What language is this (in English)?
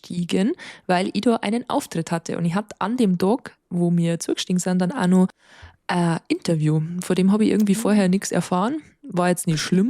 Bavarian